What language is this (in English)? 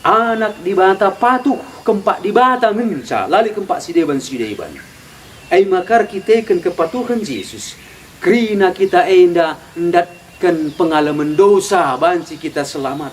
Batak Karo